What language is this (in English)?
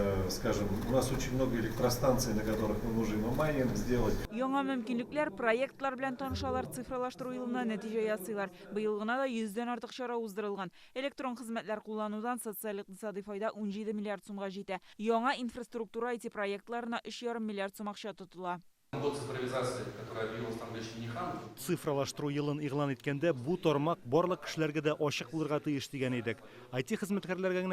Tatar